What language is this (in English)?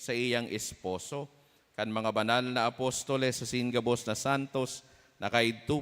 Bikol